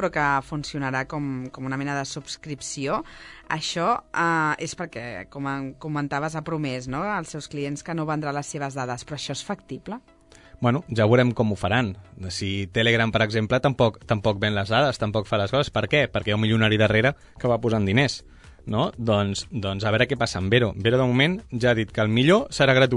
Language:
Catalan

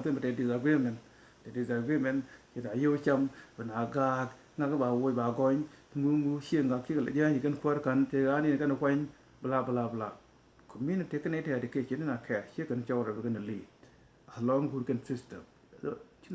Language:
Nuer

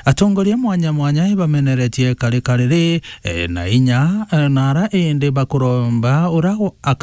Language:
Meru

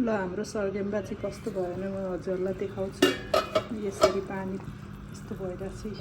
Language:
Nepali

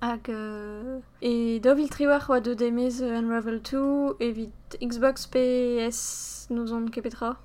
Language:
Breton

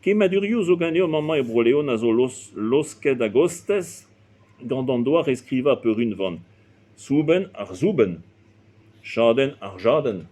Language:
Breton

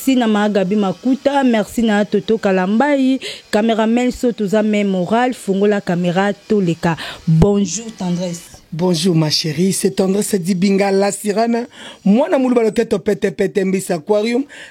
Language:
Lingala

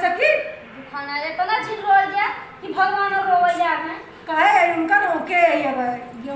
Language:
Awadhi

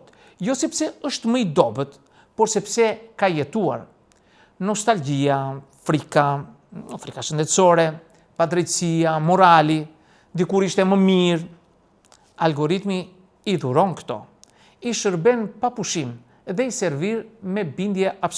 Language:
Albanian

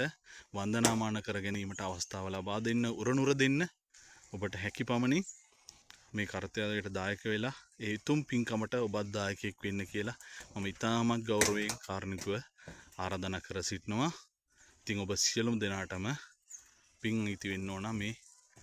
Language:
Sinhala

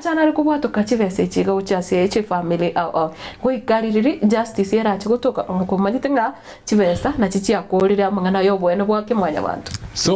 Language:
Gusii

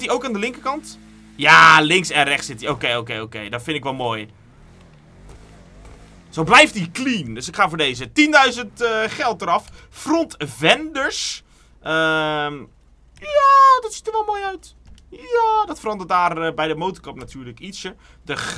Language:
Dutch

